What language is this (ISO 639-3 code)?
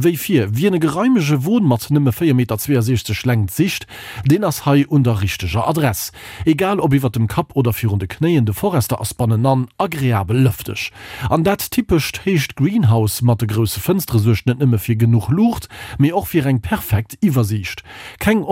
ltz